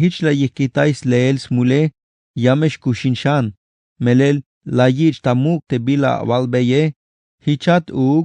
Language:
Tzeltal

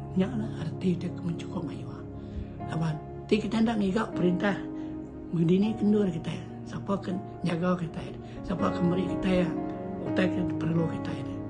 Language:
Iban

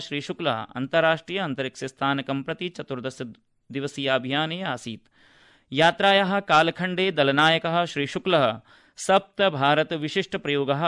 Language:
Sanskrit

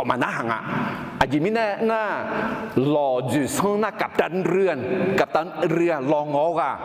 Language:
Akha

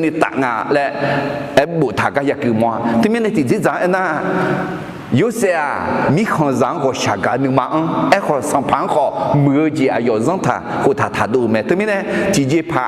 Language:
Akha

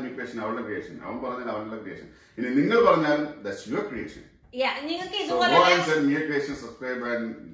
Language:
Malayalam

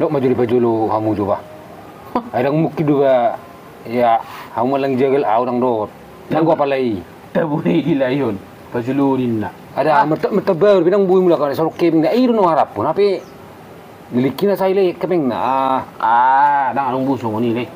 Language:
Batak Toba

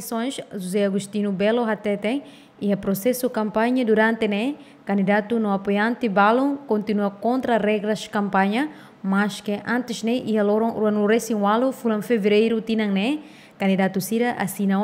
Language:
Tetum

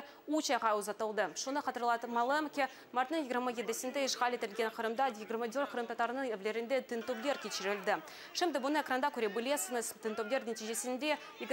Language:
Crimean Tatar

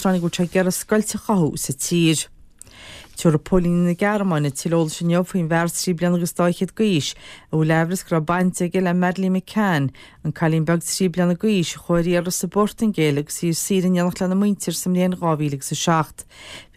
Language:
Irish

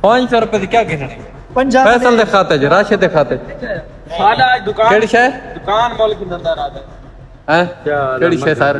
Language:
Saraiki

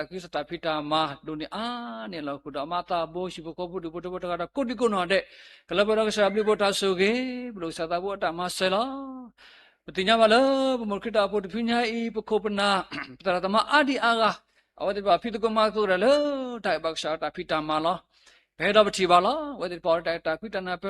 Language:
S'gaw Karen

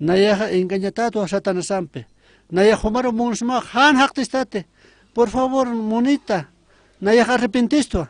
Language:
Aymara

